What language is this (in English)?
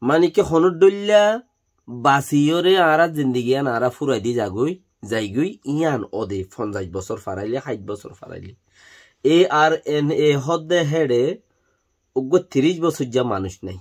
Rohingya